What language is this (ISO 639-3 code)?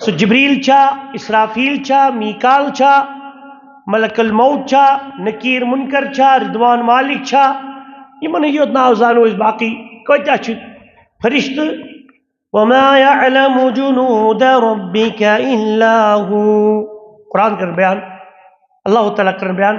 kas